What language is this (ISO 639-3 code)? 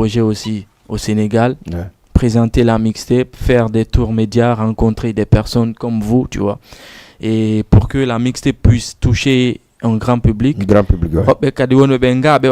ful